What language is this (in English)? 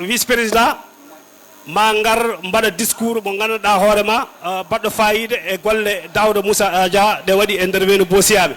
Fula